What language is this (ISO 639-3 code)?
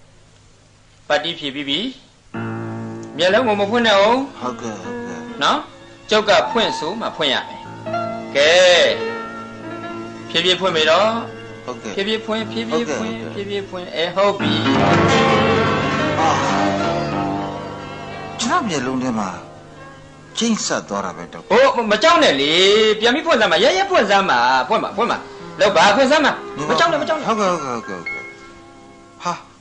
mya